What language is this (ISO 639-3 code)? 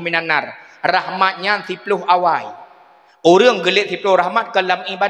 ace